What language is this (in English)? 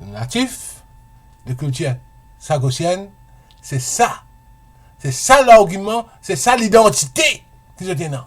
Morisyen